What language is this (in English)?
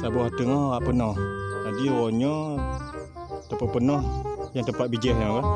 Achinese